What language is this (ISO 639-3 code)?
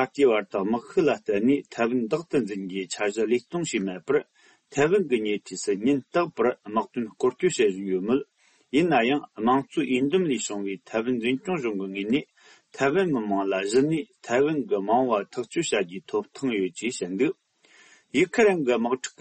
bod